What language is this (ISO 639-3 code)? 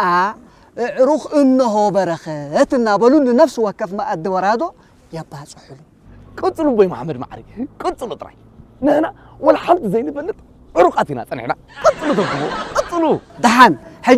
tir